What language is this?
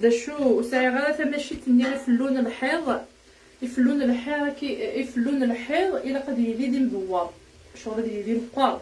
Kabyle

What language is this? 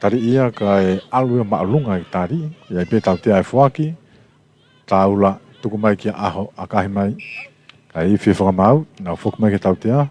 Tongan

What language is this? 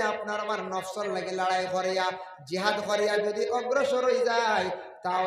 Sylheti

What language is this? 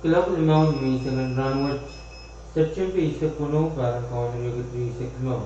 Pohnpeian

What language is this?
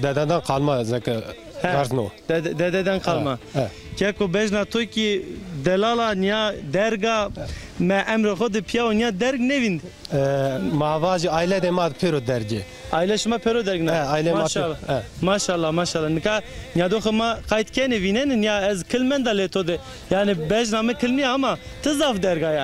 Zaza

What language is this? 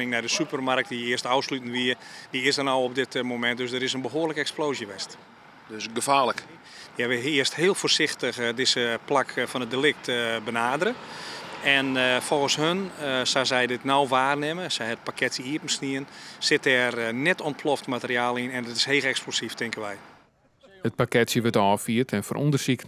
Western Frisian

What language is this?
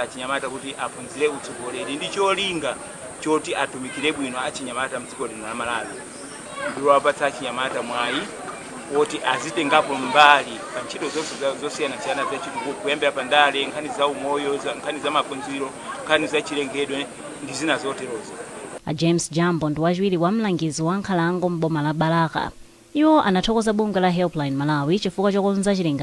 Nyanja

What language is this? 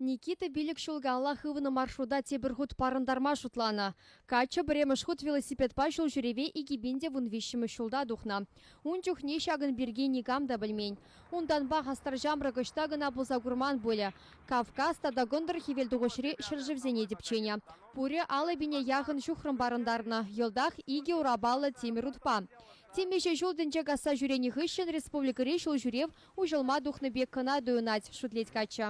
Chuvash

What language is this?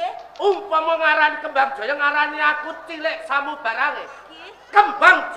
Javanese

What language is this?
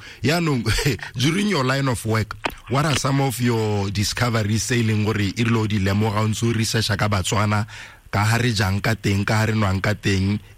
Tswana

